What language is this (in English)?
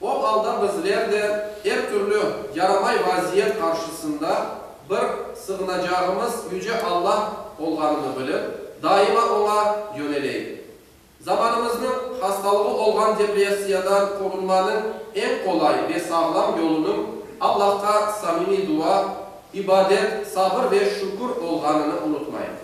Crimean Tatar